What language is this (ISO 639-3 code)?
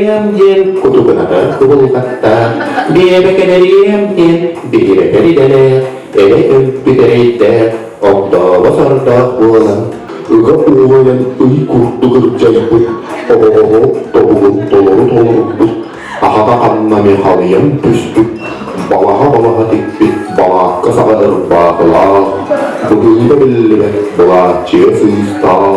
sah